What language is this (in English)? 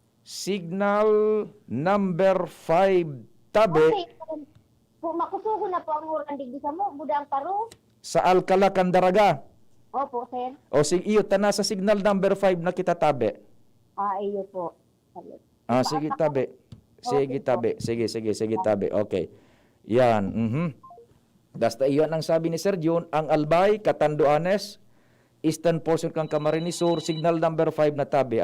Bikol